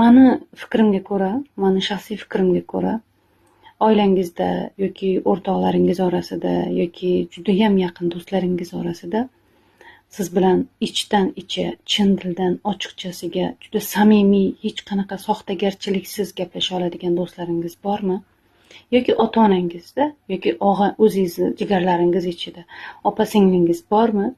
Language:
Uzbek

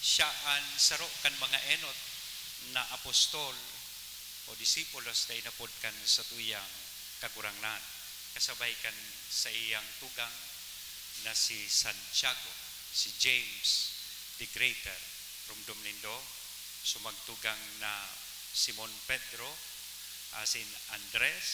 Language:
Bikol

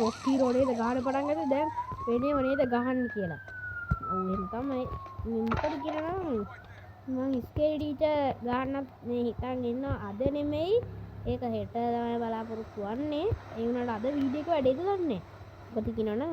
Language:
Sinhala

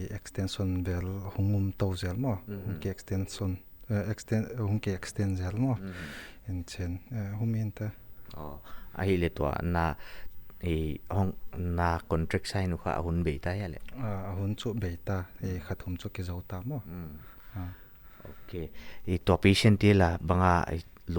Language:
Paite Chin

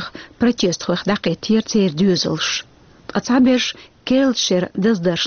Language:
Chechen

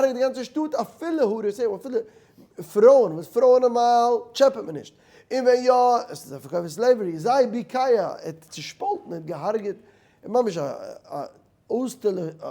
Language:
Yiddish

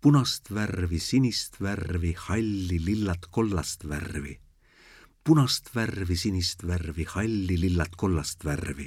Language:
Estonian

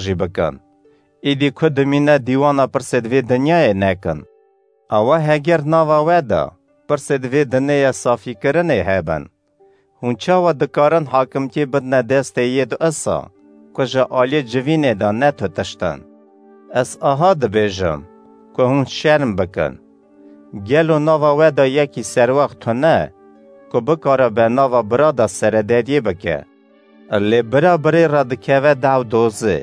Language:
Kurdish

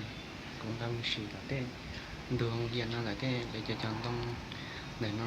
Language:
Hmong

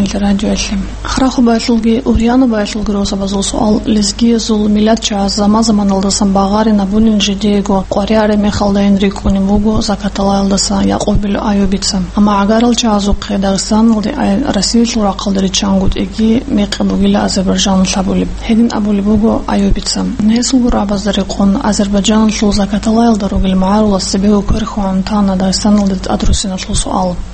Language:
Avaric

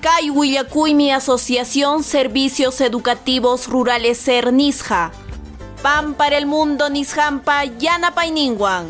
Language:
Ayacucho Quechua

